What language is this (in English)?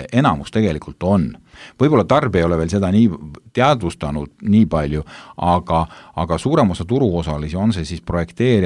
Estonian